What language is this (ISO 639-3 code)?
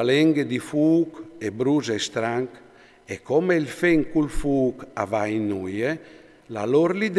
fur